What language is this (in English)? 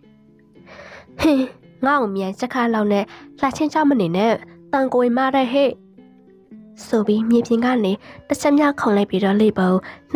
Burmese